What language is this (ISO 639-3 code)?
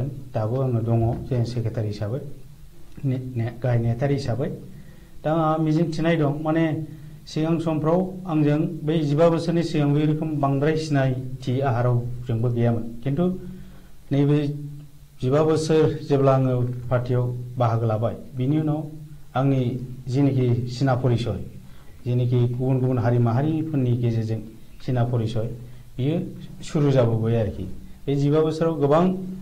brx